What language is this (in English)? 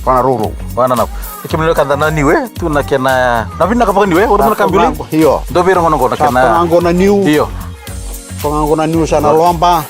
Fijian